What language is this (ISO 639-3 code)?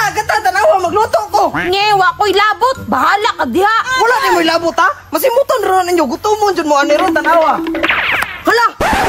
ceb